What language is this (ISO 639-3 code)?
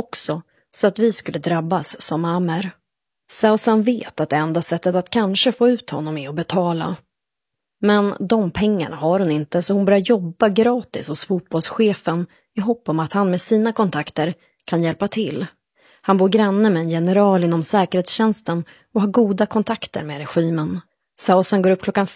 swe